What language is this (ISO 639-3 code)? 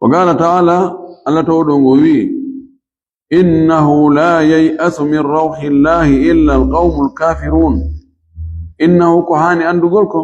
ful